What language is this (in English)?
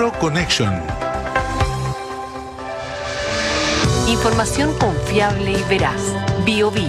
Spanish